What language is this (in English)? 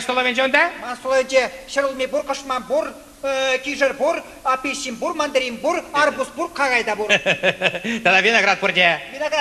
Chuvash